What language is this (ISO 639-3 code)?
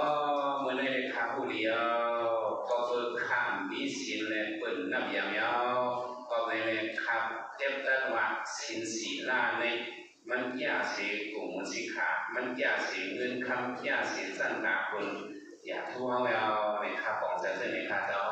shn